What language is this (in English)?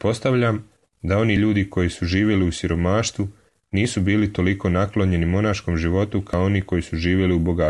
Serbian